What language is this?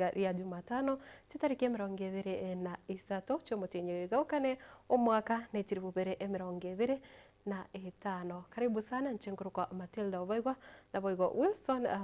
Gusii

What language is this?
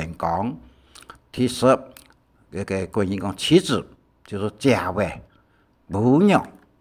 Hakka Chinese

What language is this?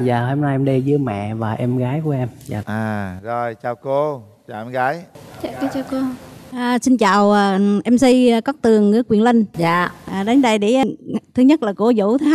Vietnamese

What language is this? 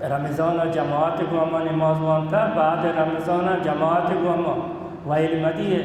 Baluchi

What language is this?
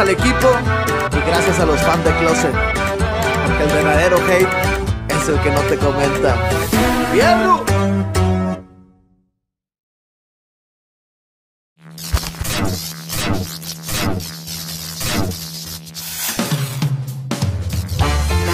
Spanish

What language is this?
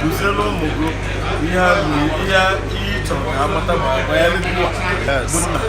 Igbo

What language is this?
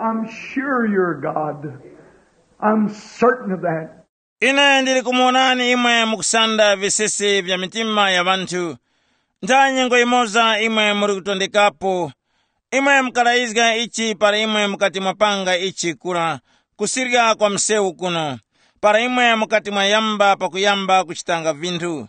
Tumbuka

